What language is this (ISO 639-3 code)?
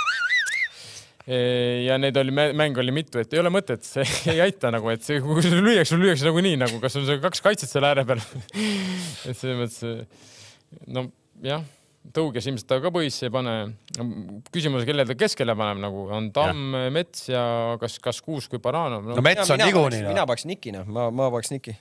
est